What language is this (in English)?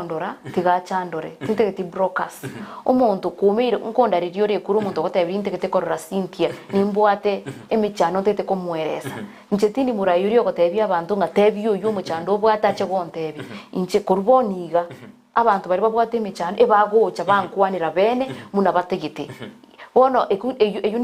Gusii